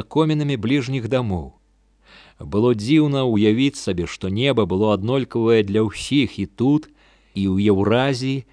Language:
Belarusian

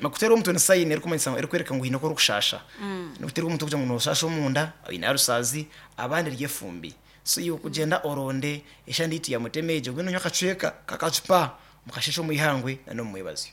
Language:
Nyankole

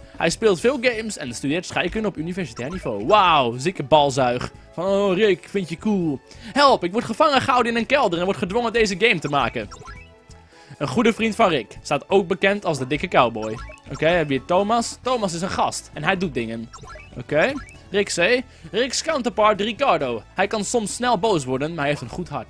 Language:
Dutch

